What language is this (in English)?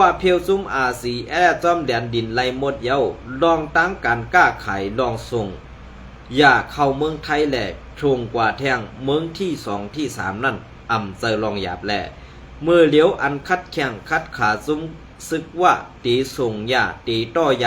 Shan